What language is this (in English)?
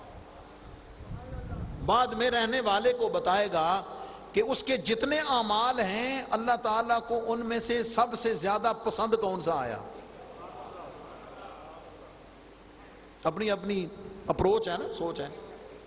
Urdu